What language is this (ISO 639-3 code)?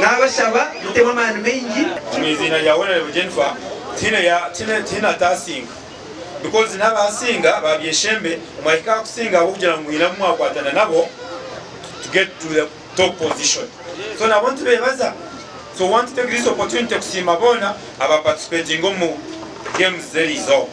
nyn